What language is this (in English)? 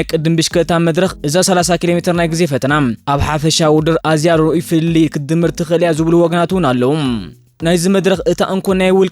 Tigrinya